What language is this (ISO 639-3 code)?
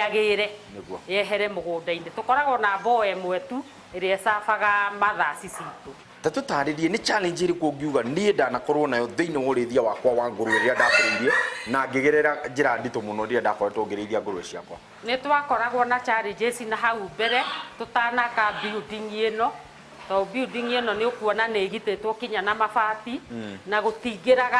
kik